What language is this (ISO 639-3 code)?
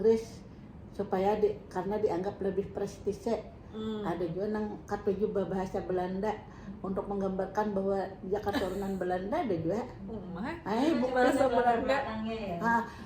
bjn